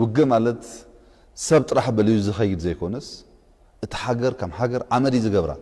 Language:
Tigrinya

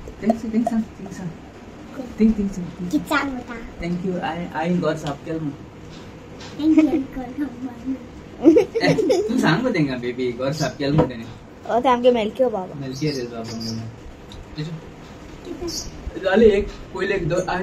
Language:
Konkani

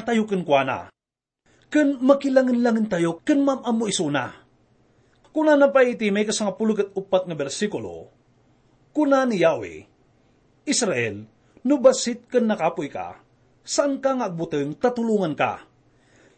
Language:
Iloko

